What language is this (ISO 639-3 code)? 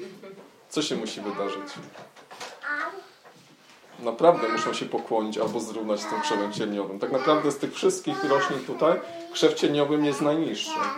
pol